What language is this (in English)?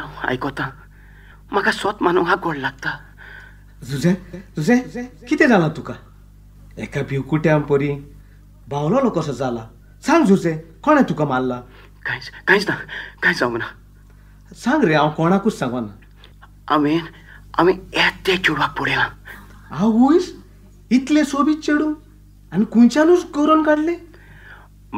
Konkani